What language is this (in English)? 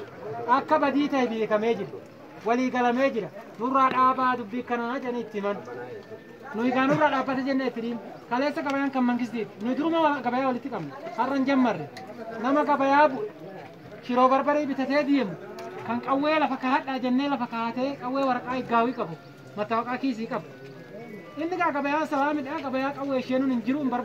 Oromo